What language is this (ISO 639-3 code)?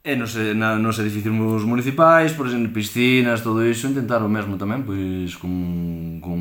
glg